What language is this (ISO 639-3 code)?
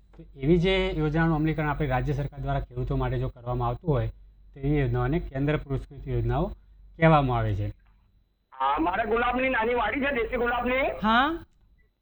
guj